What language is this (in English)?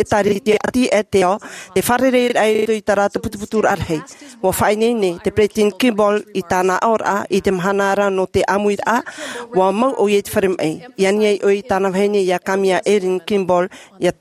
Tahitian